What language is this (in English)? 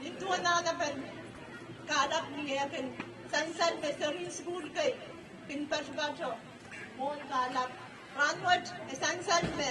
Pohnpeian